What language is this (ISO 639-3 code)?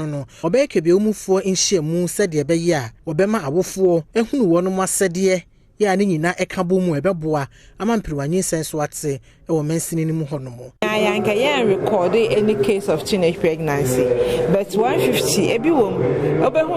aka